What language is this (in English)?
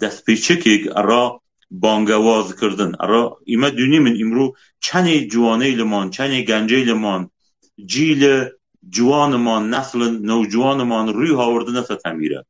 Kurdish